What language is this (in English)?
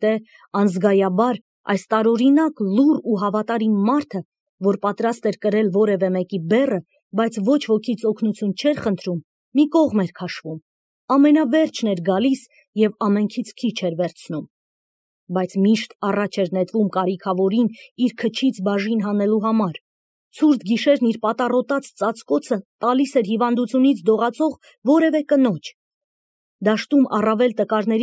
Armenian